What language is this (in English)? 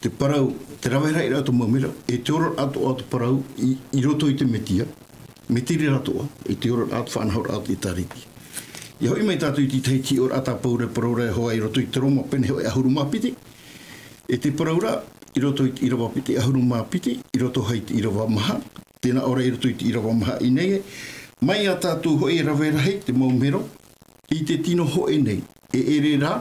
Tahitian